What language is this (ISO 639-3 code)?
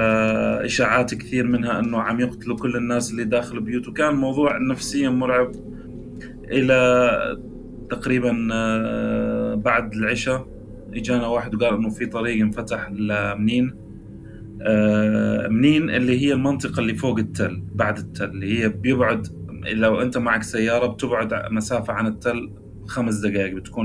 apc